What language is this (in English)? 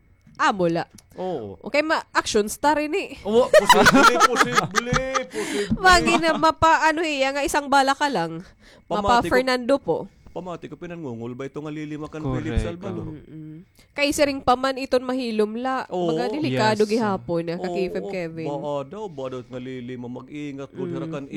Waray